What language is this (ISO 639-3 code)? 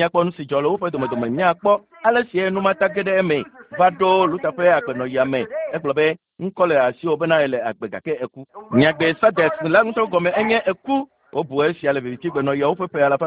ewe